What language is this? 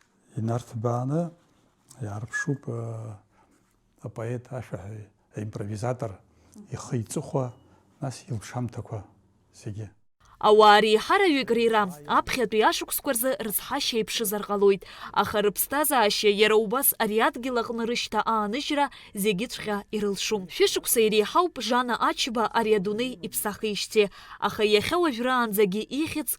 Abkhazian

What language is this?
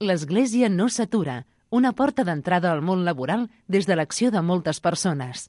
Catalan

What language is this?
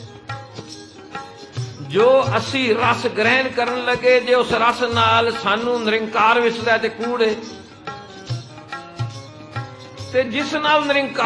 Punjabi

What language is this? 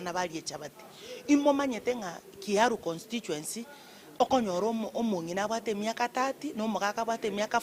Gusii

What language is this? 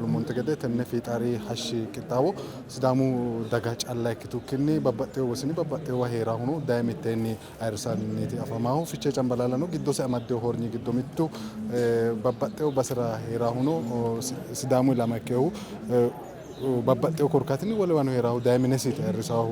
Sidamo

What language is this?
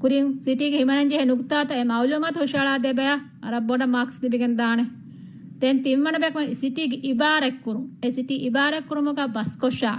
Divehi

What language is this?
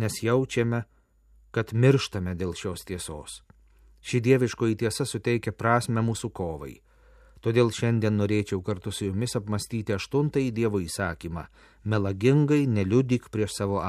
Lithuanian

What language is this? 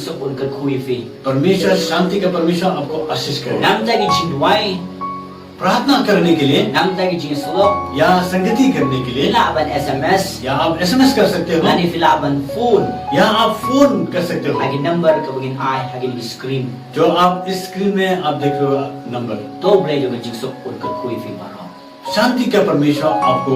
Khasi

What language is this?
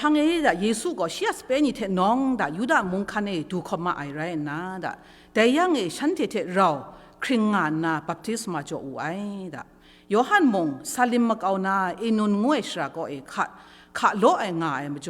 Kachin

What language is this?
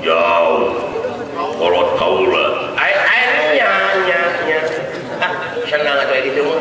Sundanese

